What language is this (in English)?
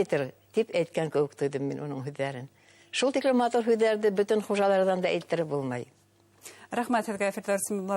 Bashkir